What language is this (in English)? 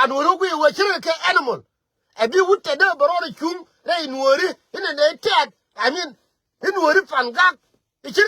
Nuer